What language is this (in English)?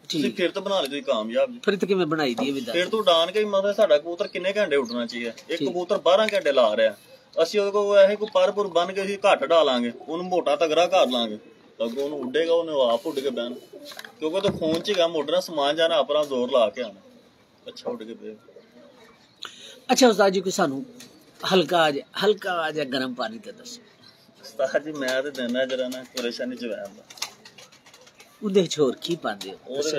Punjabi